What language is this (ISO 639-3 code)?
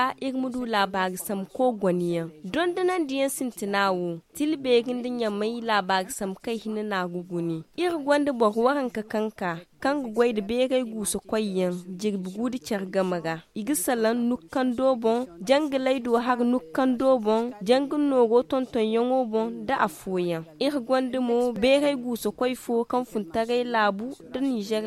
dje